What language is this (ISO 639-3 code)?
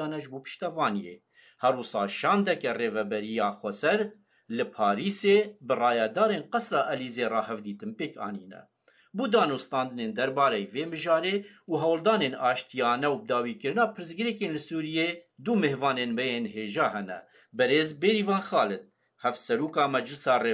kur